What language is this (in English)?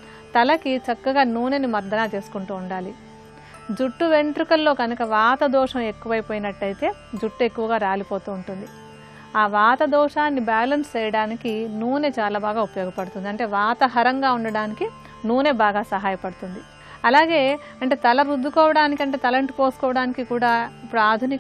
Telugu